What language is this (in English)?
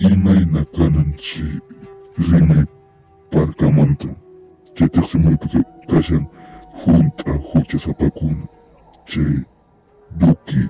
Quechua